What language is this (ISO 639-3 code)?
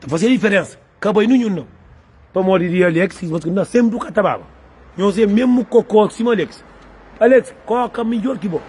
kea